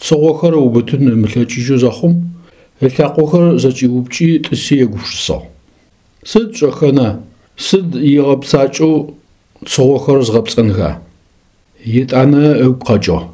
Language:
Adyghe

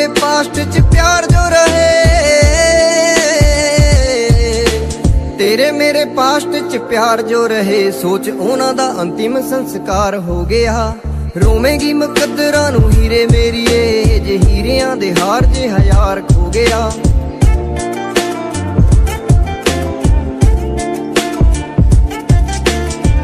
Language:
Punjabi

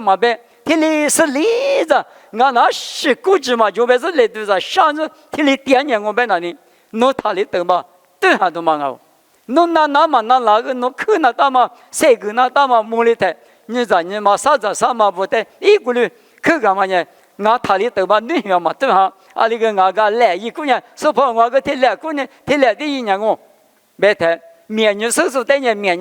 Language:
Lisu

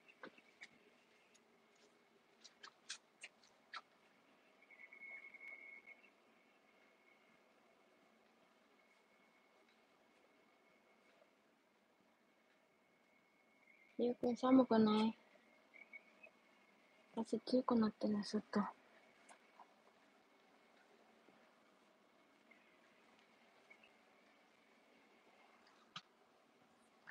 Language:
Filipino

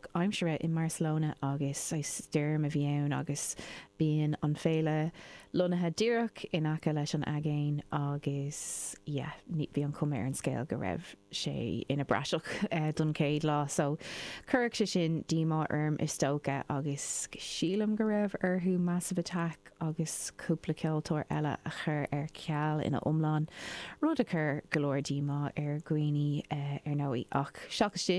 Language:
Irish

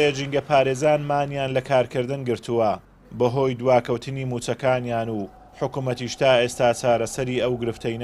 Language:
Central Kurdish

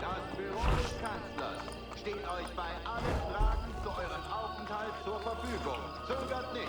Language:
Bavarian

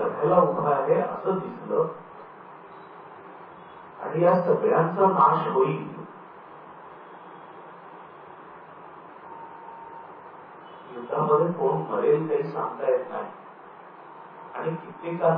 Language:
Marathi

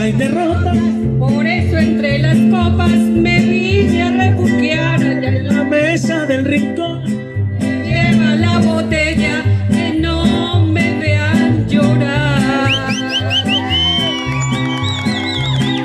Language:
Spanish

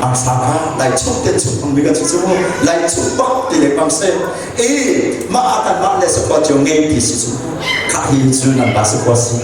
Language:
Hakha Chin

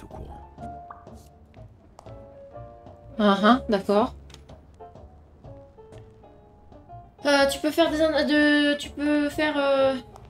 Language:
French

